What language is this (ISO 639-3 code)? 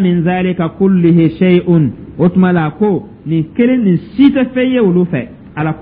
dyu